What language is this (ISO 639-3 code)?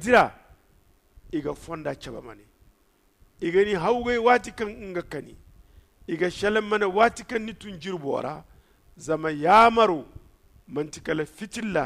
dje